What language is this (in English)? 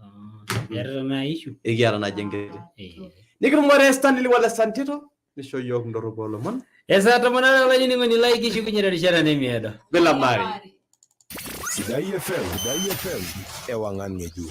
Masai